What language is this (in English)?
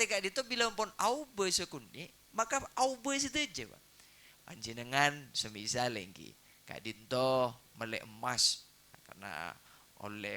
Madurese